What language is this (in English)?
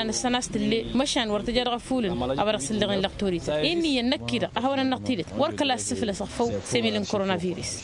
Tamasheq